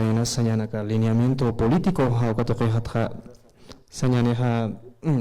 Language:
Aymara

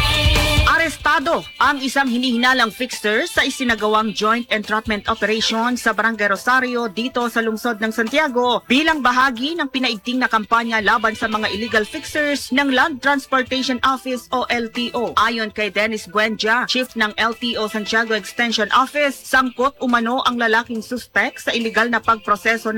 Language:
Filipino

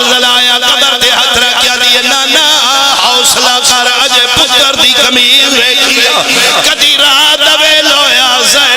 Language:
Pahari-Potwari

